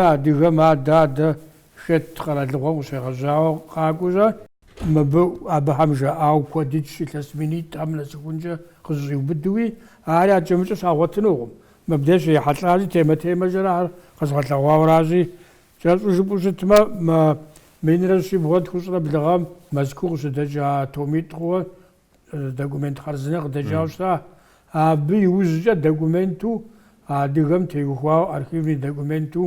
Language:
Kabardian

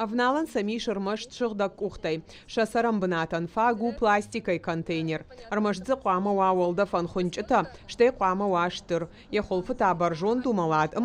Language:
Ossetic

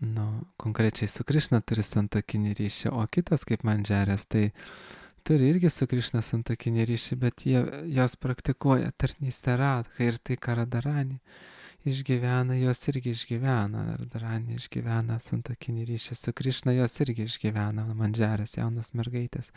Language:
Lithuanian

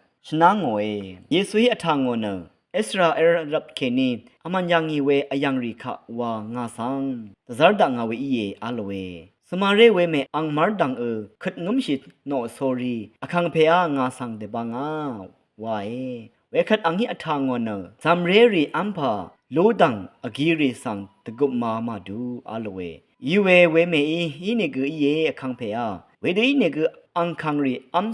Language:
Rawang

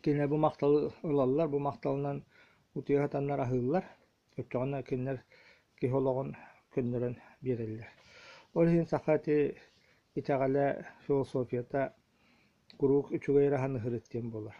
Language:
Yakut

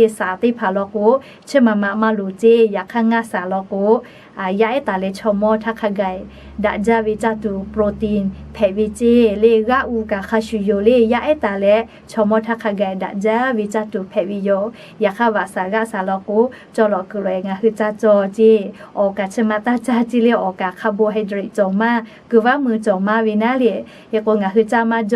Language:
Lahu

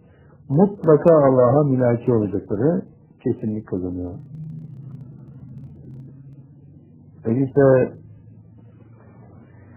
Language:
Turkish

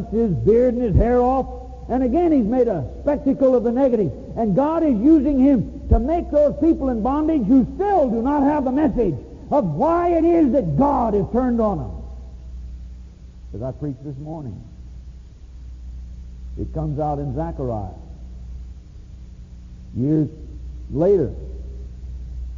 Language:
English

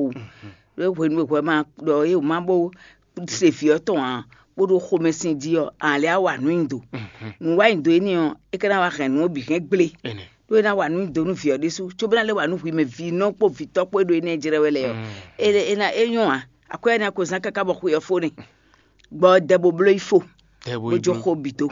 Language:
Fon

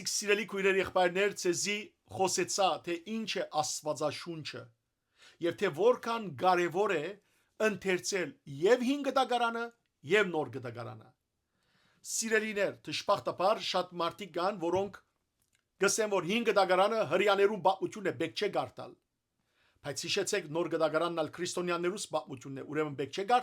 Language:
Western Armenian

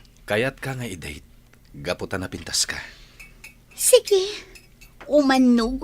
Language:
Iloko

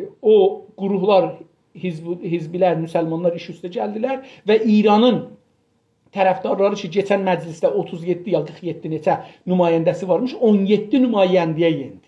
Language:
South Azerbaijani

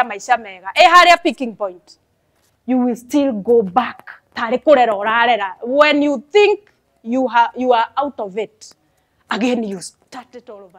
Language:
Kikuyu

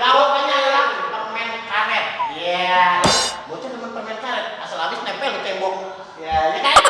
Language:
Betawi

